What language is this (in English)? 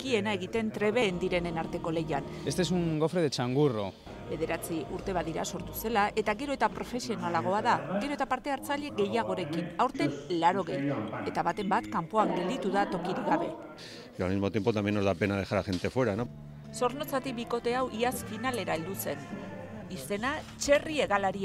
Basque